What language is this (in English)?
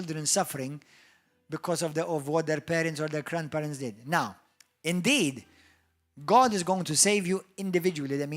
English